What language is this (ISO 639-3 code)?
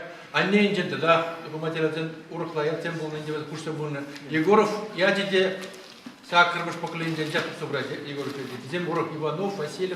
chv